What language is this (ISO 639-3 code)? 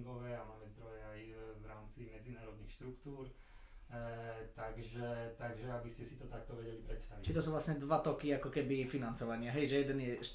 slk